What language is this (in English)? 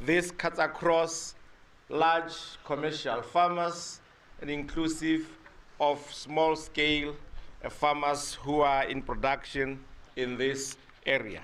Tswana